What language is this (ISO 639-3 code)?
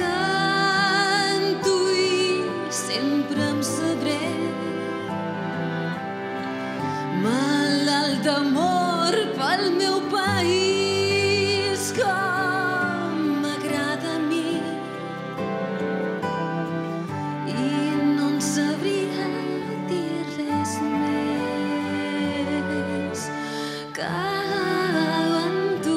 cat